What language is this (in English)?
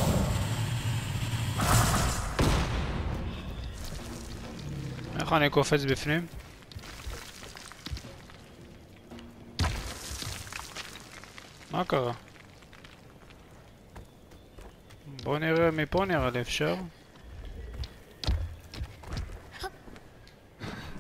Hebrew